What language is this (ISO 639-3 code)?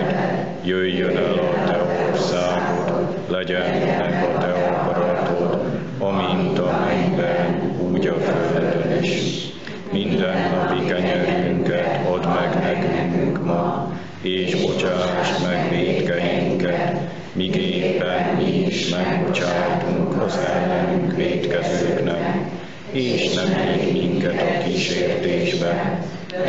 hun